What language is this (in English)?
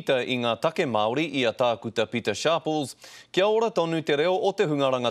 Māori